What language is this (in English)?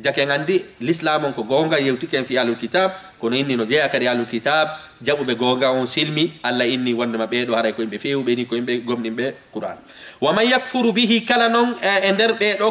Fula